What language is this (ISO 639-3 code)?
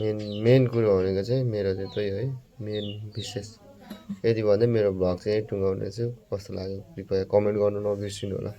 nep